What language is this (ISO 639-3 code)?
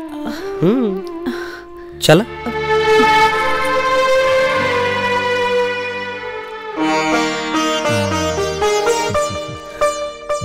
bho